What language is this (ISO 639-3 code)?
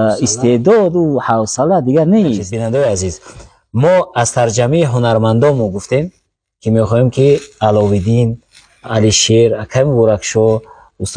tgk